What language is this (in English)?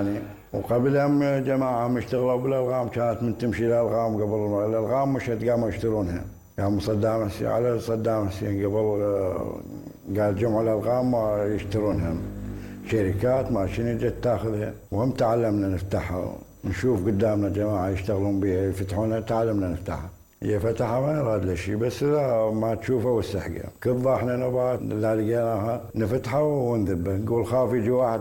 Mesopotamian Arabic